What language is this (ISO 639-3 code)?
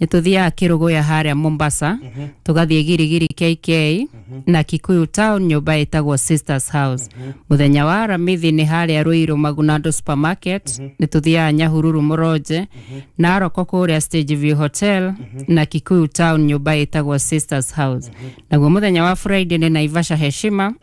kik